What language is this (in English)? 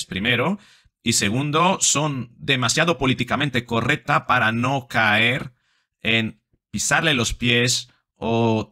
Spanish